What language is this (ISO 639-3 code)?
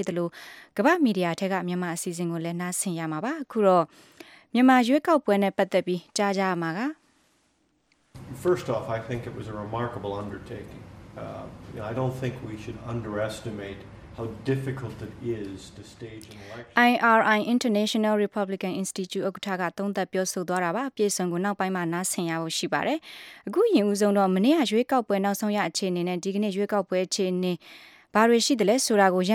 mya